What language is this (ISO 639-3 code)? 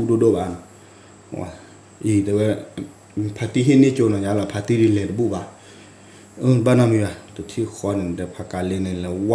ksw